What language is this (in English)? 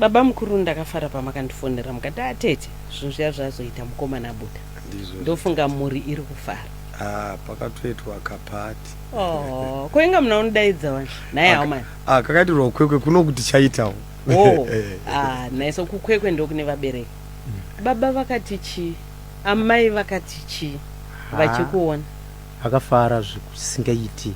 Shona